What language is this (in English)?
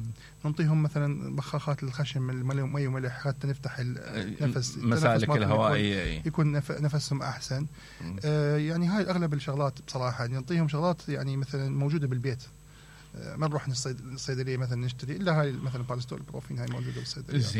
Mesopotamian Arabic